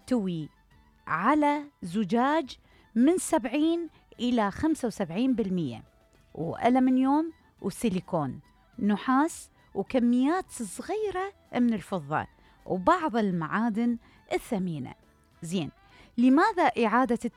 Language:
Mesopotamian Arabic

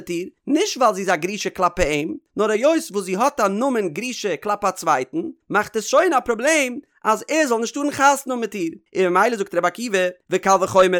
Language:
Yiddish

